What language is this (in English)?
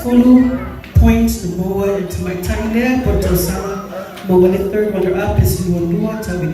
Samoan